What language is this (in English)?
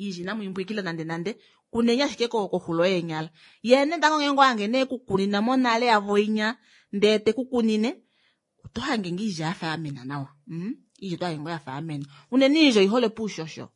Kuanyama